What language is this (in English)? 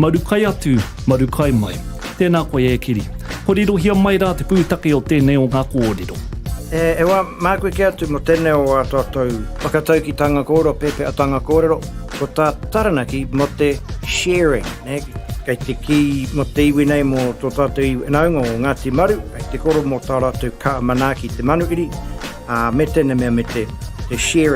Māori